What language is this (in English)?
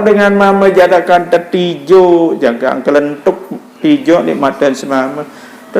Sasak